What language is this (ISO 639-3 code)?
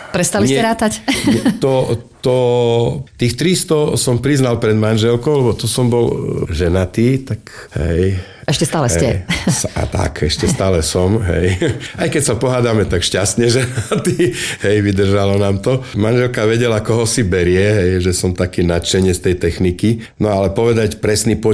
slk